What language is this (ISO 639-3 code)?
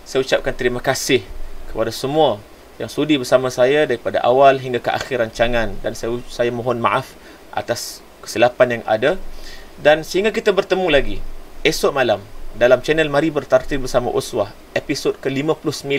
msa